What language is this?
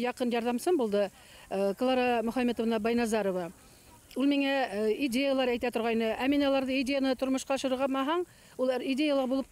Bashkir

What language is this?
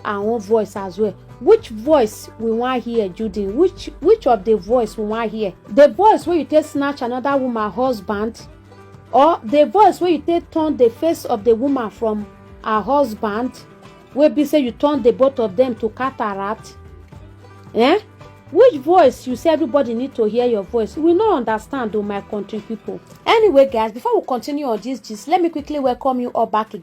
Nigerian Pidgin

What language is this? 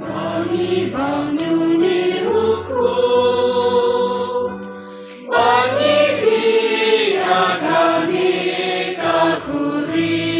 Khasi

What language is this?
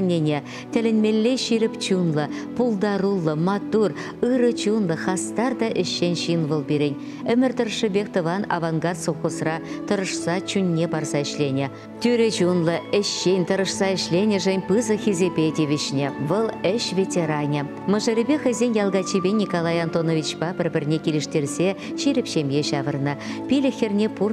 Chuvash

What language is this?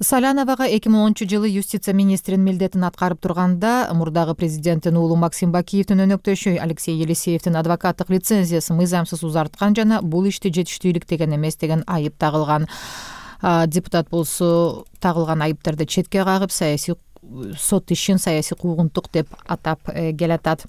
Kyrgyz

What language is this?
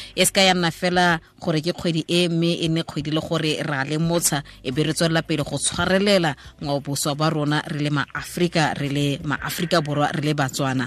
Tswana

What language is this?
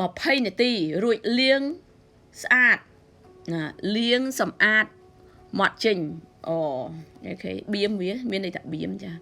Khmer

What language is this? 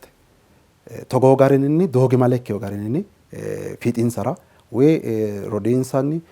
Sidamo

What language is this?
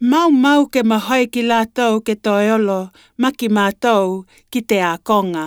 Latvian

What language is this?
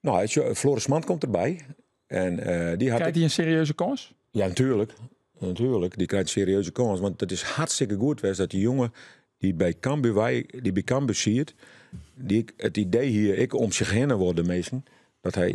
Western Frisian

